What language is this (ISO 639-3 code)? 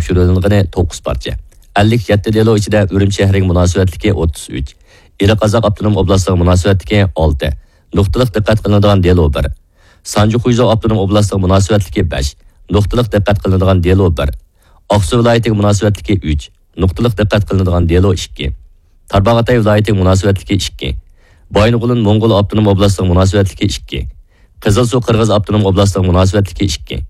uig